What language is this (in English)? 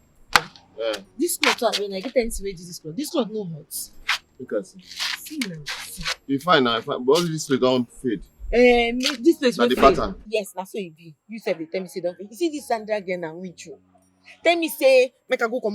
Nigerian Pidgin